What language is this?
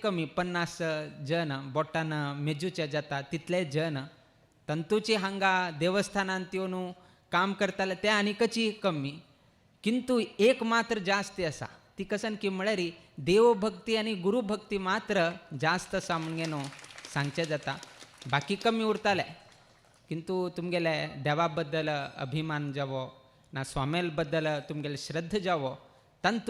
Konkani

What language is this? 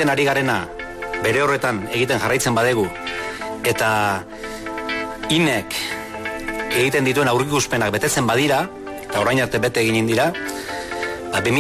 Basque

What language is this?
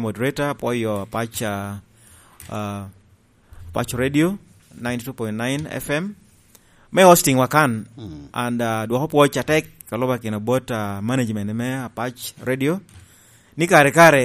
Lango (Uganda)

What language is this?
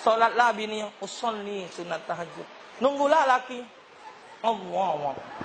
Musi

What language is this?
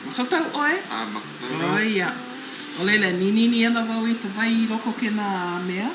Hawaiian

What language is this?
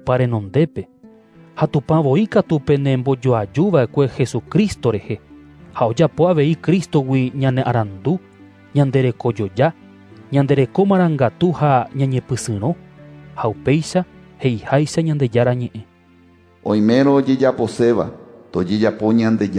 Guarani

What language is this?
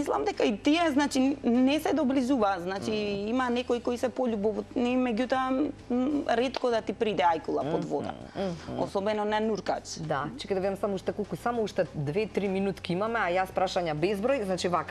Macedonian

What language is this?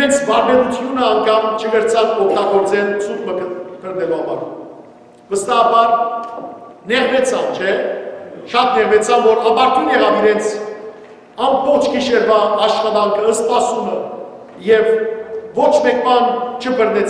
Western Armenian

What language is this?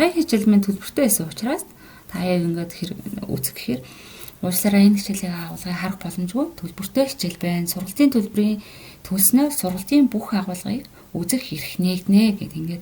Mongolian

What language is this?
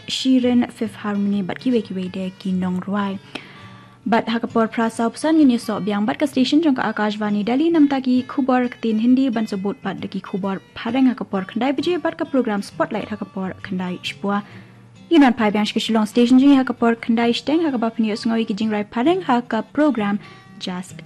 Khasi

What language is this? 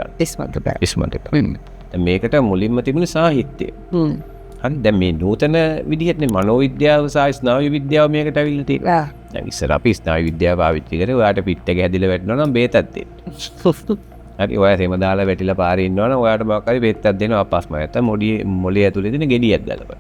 Sinhala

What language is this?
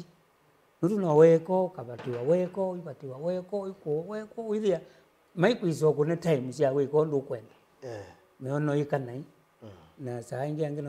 Kamba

